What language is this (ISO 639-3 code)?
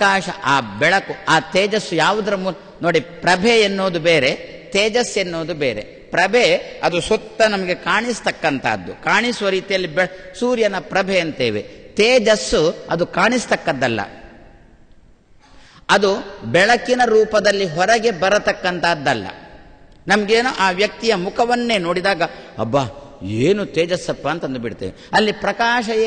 kan